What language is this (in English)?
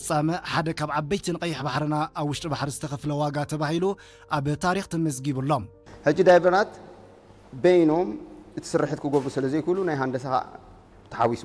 Tigrinya